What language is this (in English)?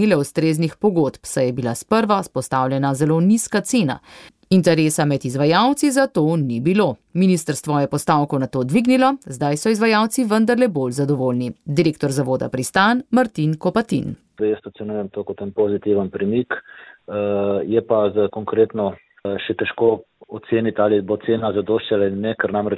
Slovenian